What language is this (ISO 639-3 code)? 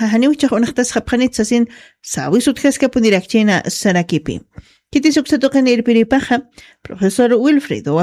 aym